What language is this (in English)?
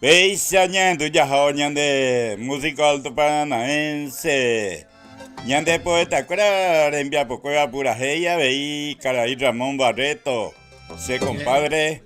Guarani